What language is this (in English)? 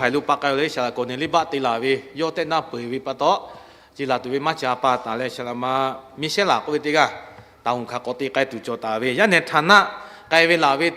Lahu